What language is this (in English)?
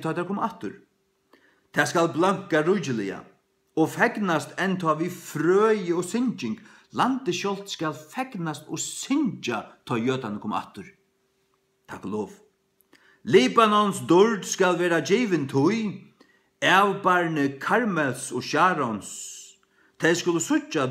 Faroese